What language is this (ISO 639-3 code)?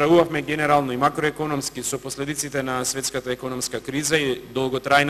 mkd